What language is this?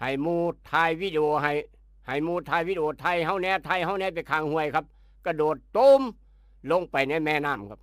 Northeastern Thai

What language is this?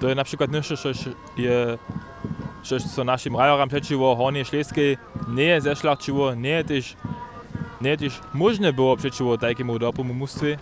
Upper Sorbian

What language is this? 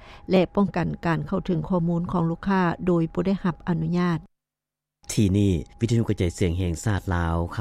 Lao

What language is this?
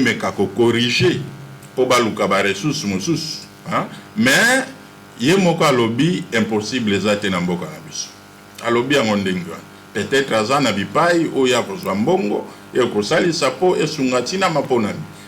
Lingala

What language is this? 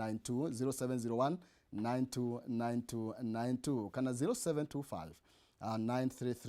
Kikuyu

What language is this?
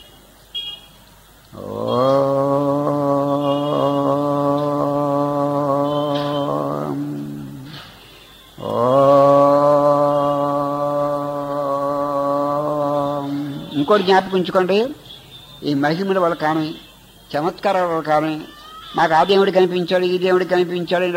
Telugu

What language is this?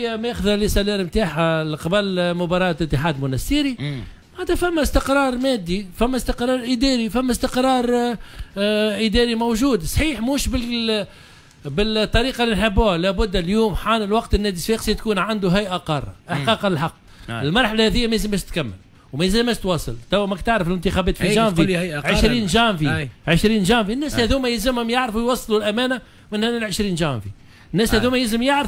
Tunisian Arabic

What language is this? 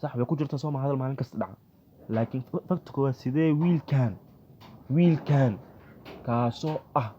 Somali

